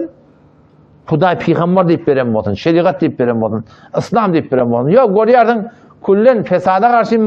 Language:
Turkmen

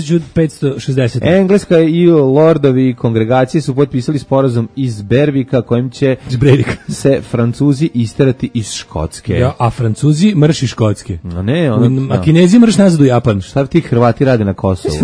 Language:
Serbian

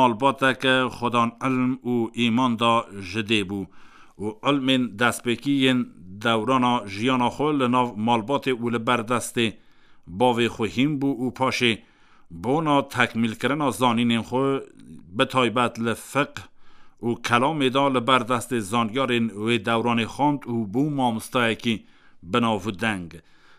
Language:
Kurdish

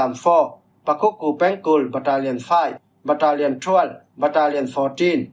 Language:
Falam Chin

